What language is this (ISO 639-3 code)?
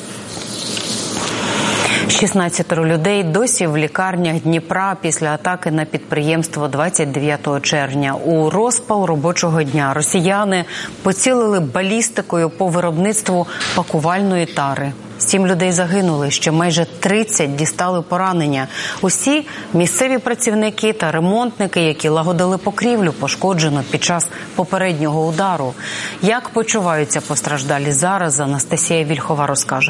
ukr